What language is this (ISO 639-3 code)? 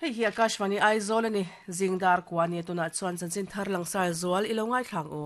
lus